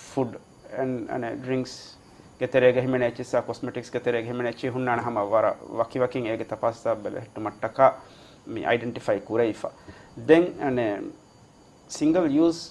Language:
Divehi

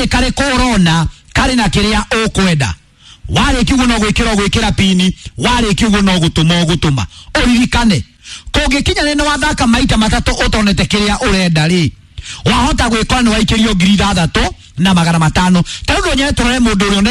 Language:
Kikuyu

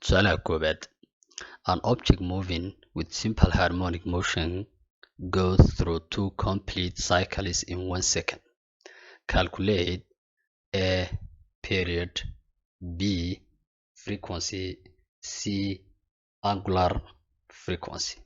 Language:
Somali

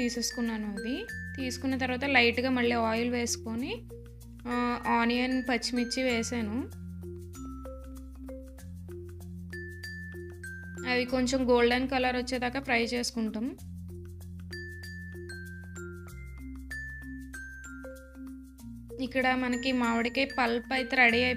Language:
Telugu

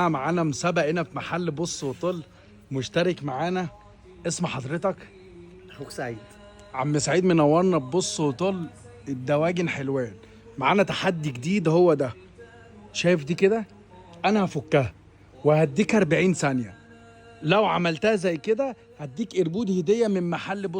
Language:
Egyptian Arabic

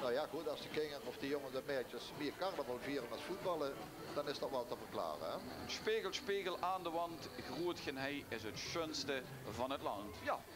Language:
Limburgish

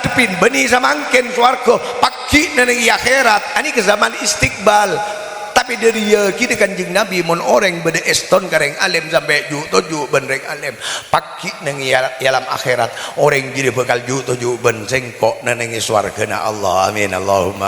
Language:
Madurese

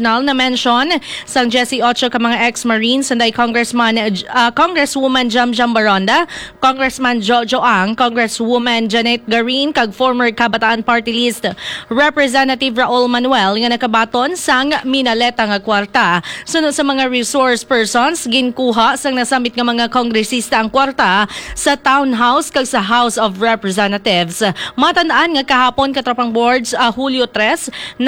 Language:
Hiligaynon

